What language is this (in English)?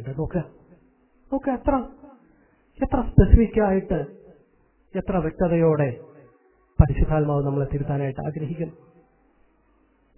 Malayalam